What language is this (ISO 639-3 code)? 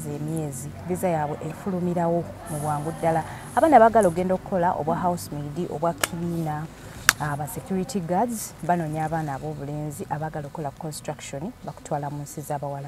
lug